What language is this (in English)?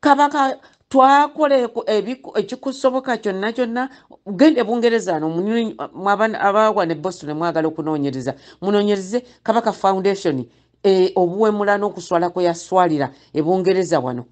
Ganda